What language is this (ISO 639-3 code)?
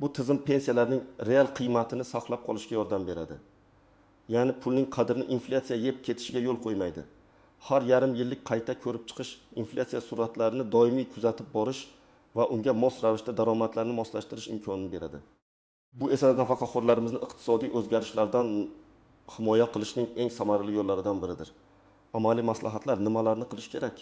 uzb